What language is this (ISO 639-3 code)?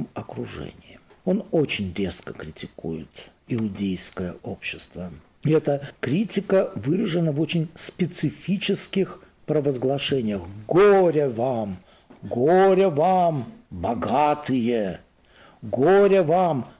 rus